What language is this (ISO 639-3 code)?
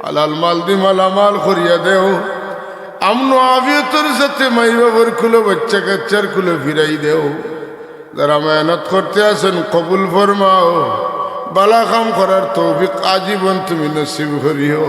syl